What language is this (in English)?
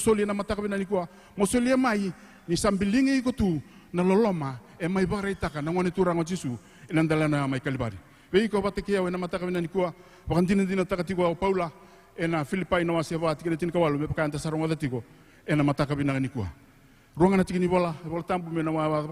Fijian